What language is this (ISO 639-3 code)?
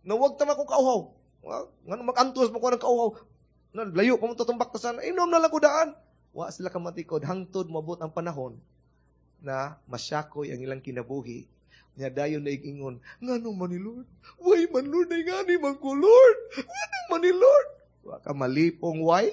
ceb